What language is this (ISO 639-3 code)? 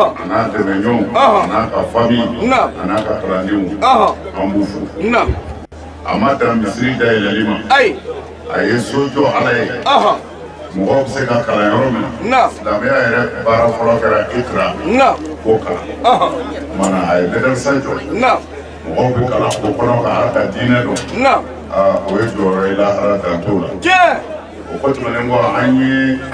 bam